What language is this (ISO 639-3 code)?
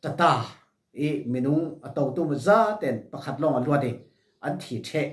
cfm